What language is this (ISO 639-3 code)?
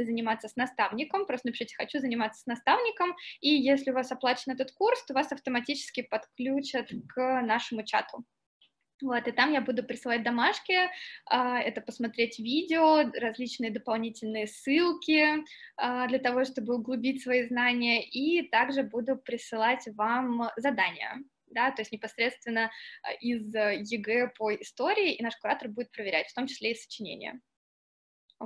rus